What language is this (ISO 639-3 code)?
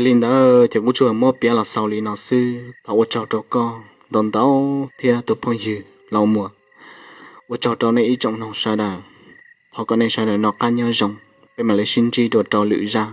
hmn